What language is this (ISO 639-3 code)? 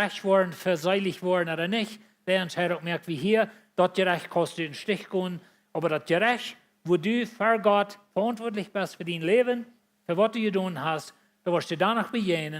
pdt